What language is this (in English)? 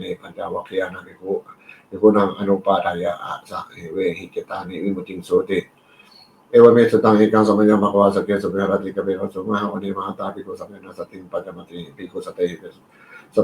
Pali